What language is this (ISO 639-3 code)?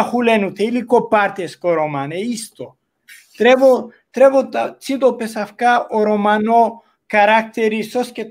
rmn